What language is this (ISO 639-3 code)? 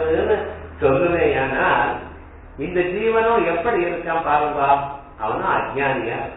tam